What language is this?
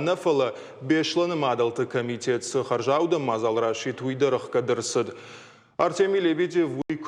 Ossetic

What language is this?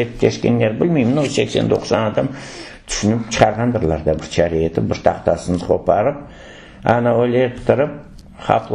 Crimean Tatar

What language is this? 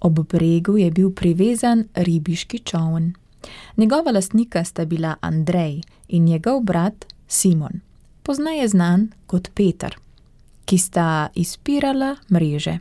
Slovenian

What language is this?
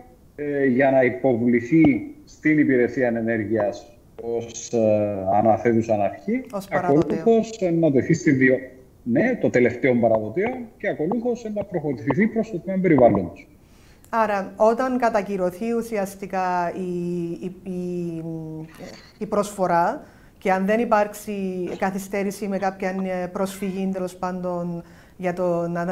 Greek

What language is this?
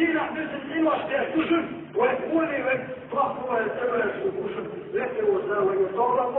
Chechen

